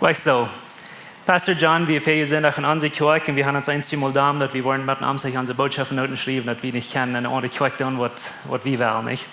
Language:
Plautdietsch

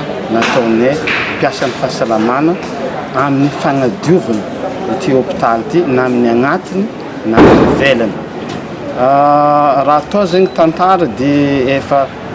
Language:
Malagasy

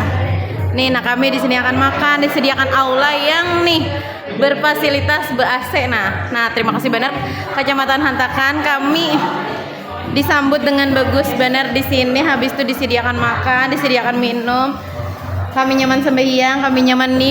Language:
Banjar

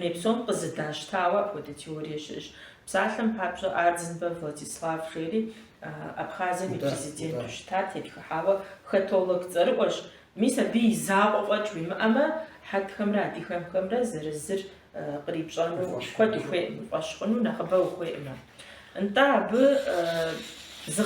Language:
Kabardian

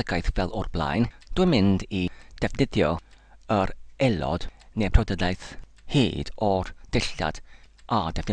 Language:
Welsh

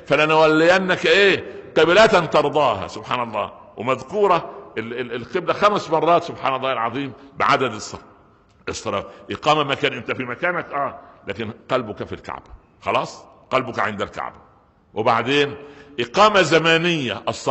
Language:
Egyptian Arabic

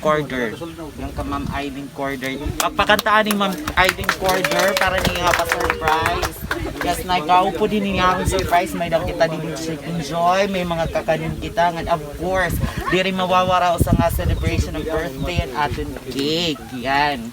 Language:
Waray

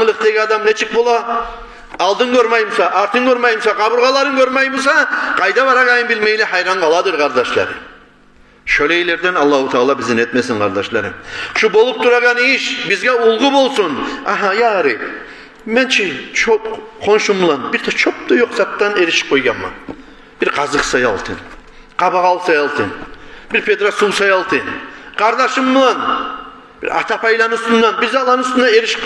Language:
Kumyk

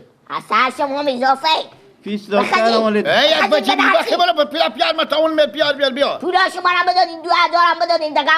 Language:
Persian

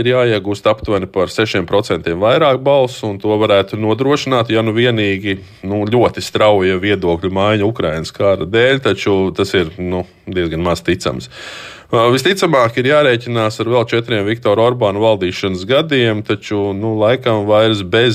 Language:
Latvian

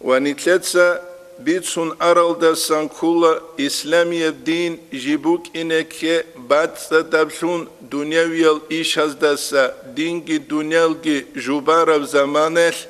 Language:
Avaric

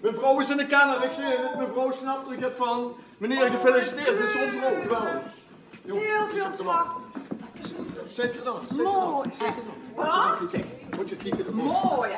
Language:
Limburgish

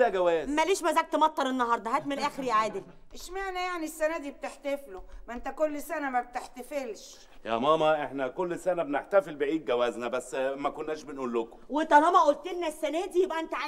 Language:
Egyptian Arabic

